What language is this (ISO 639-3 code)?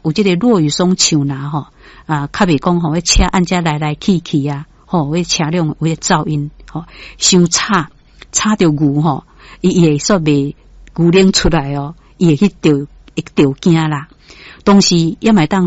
nan